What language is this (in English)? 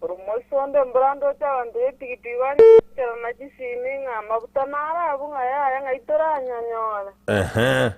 Gusii